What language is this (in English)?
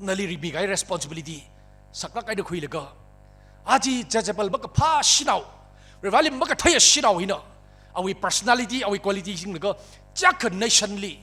Tangkhul Naga (India)